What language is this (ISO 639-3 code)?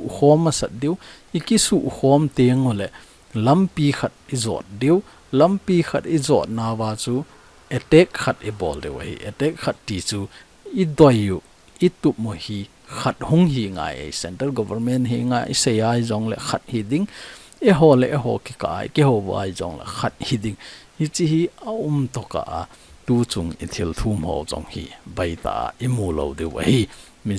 tcz